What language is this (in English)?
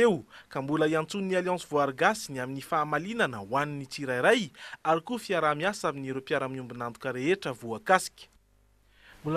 Malagasy